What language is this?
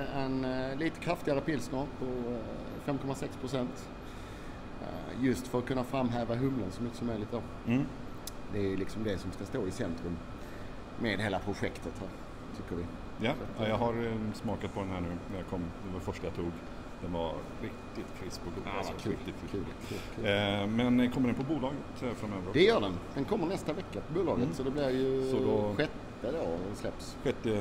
Swedish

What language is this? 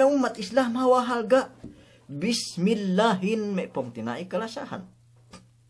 Yakan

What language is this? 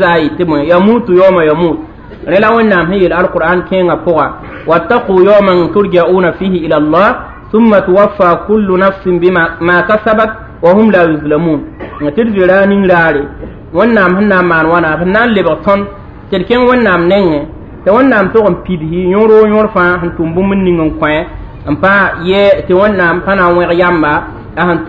Mossi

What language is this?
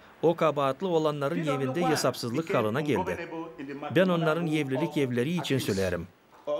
Gagauz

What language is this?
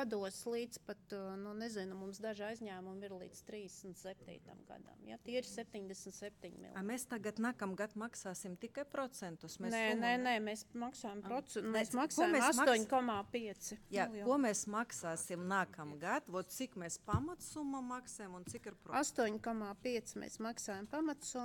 Latvian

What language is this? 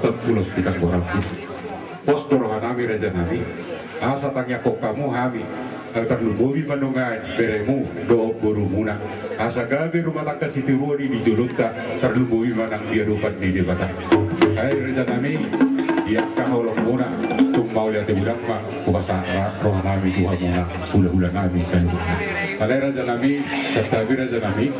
Batak Toba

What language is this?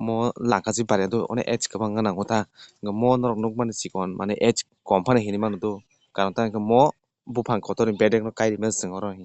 Kok Borok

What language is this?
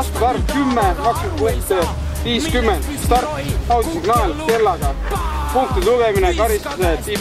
Estonian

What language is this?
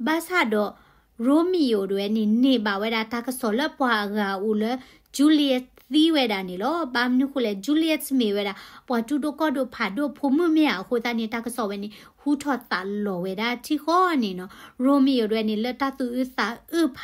S'gaw Karen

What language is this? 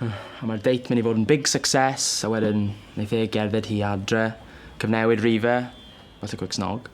Welsh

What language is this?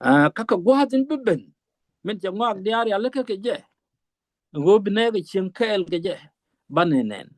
Nuer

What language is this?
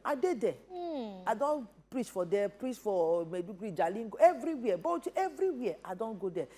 Nigerian Pidgin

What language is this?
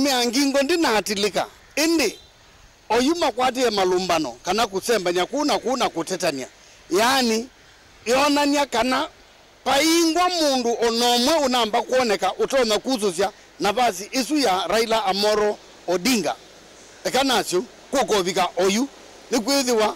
Kamba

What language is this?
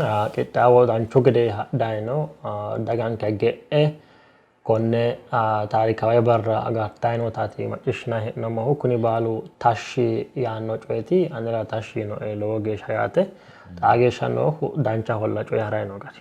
Sidamo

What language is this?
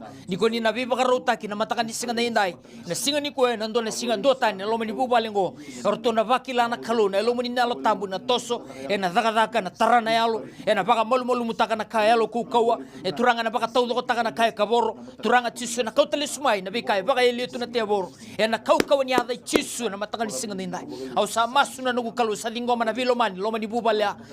Fijian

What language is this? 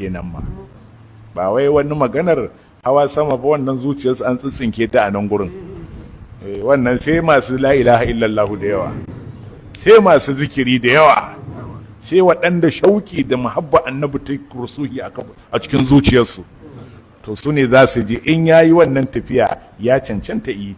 Hausa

